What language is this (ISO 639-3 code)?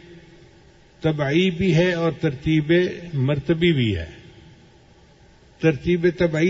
urd